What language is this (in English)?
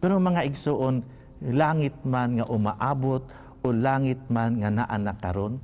Cebuano